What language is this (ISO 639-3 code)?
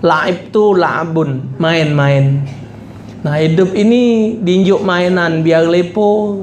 mui